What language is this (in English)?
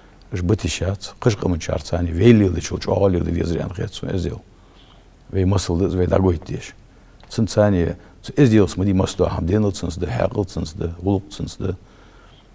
Ingush